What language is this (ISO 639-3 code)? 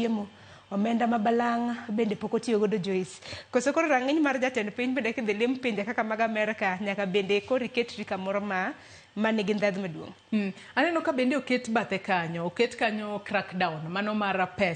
luo